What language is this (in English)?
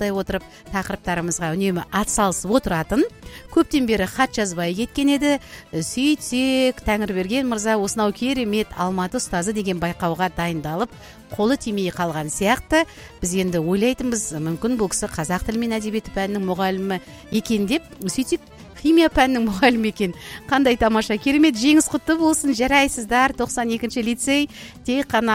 Kazakh